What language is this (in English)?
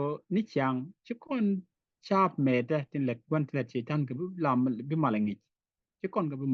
Nuer